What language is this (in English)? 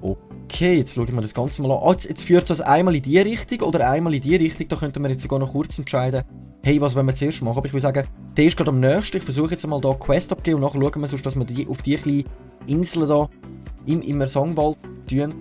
Swiss German